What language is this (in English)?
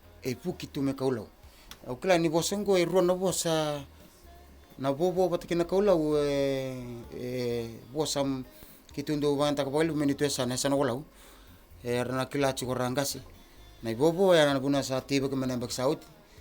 Fijian